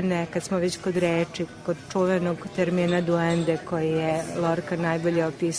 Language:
Serbian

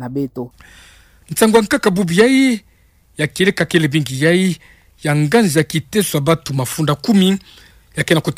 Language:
Kituba (Democratic Republic of Congo)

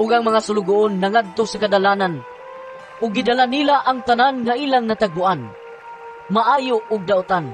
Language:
Cebuano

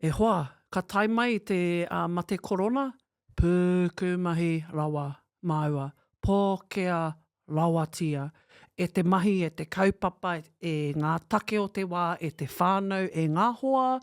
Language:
Māori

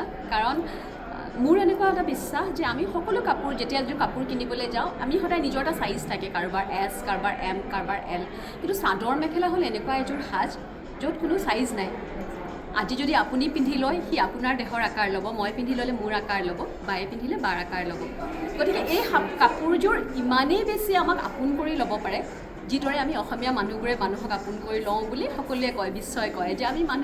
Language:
Assamese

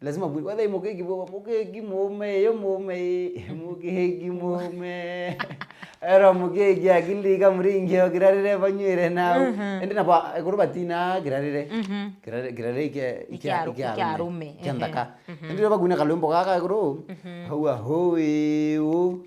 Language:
Meru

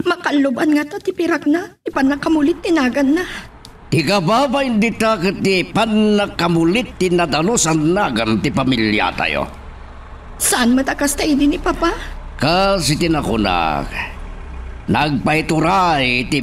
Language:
Iloko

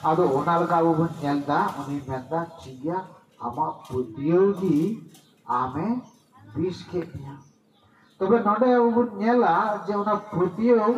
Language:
Santali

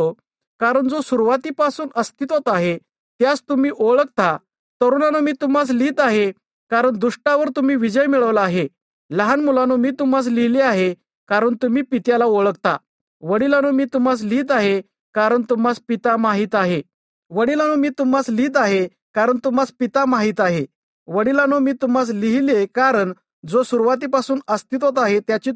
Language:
Marathi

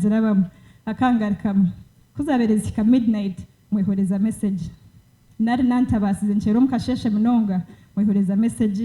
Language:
Nyankole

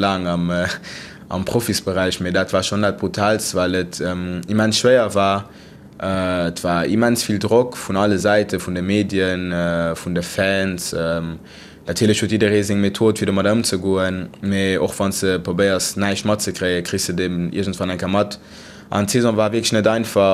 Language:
Luxembourgish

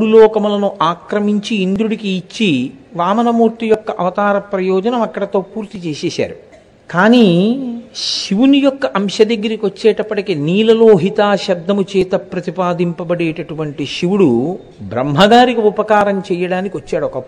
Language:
Telugu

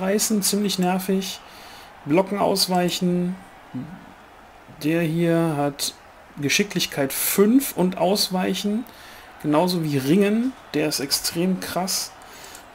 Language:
German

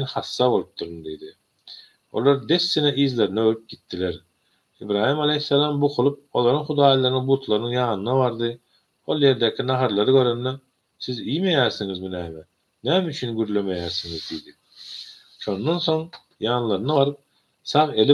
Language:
Turkmen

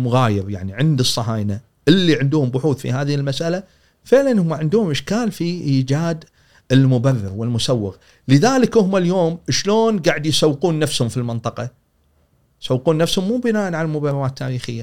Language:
Gulf Arabic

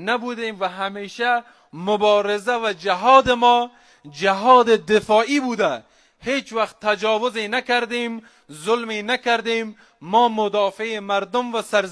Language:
Persian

